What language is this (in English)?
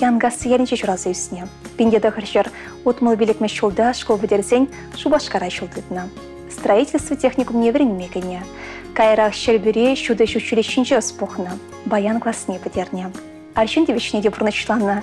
Chuvash